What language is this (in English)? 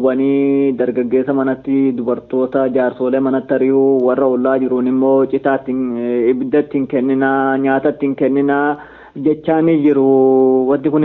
Oromo